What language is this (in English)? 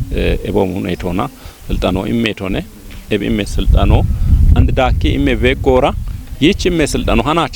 Kafa